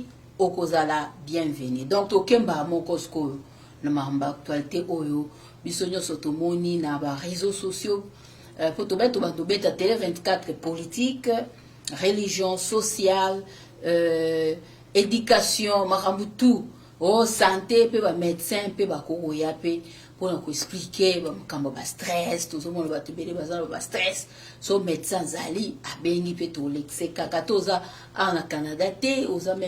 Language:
Lingala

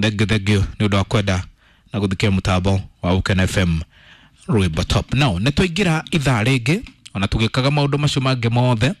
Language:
Kikuyu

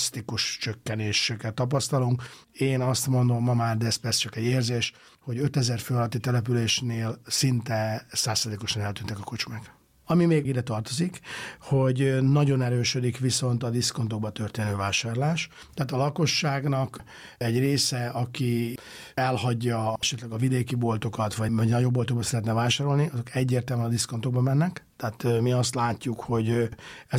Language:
Hungarian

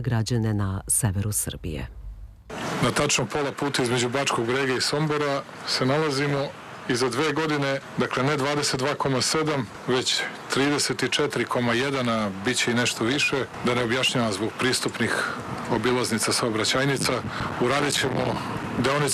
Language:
Serbian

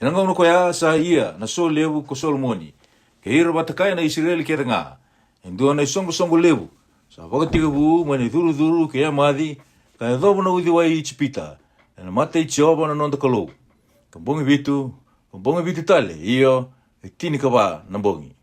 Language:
Fijian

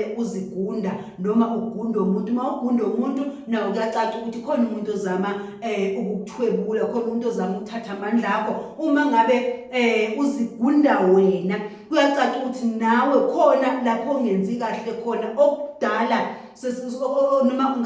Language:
Zulu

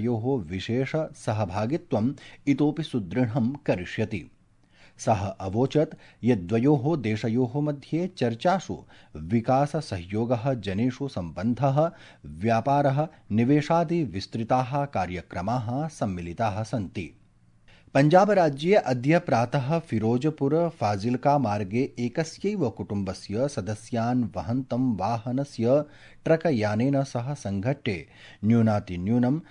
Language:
Sanskrit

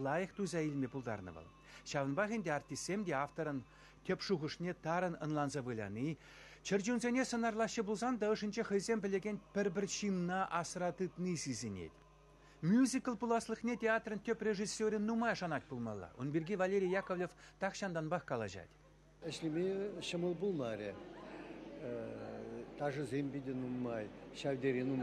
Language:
Chuvash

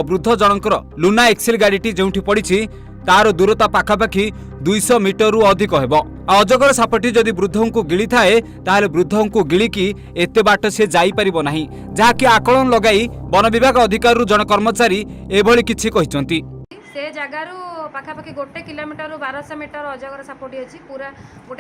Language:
Odia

